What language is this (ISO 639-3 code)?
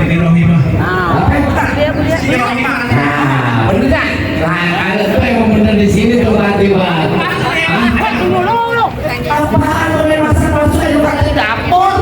bew